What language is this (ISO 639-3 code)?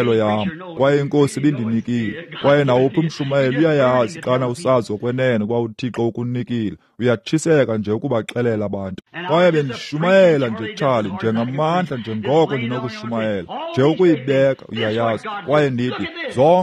xho